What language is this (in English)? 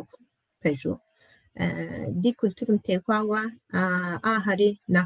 Kabardian